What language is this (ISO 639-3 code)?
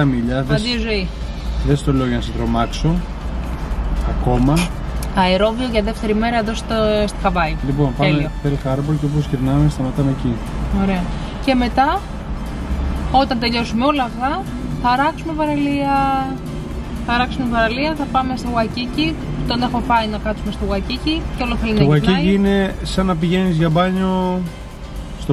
ell